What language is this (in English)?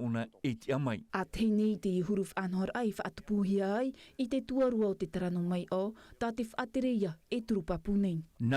Tahitian